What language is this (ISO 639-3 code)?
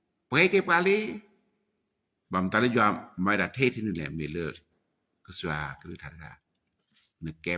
ksw